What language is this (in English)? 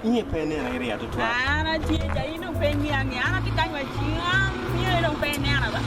Acoli